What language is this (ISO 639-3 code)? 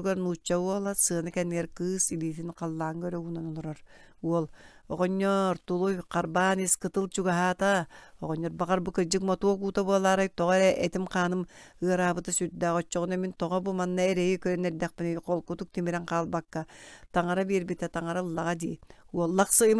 sah